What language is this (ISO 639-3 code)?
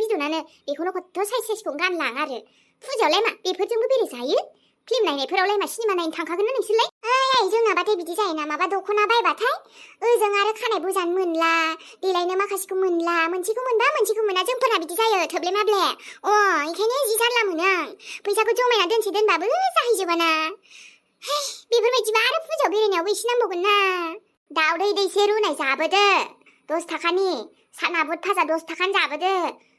brx